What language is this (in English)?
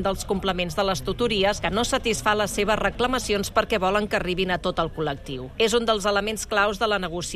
Catalan